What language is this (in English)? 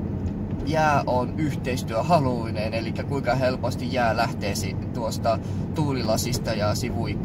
Finnish